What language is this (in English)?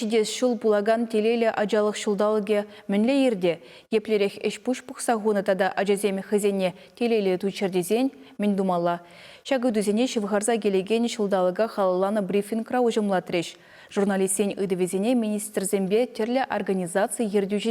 Chuvash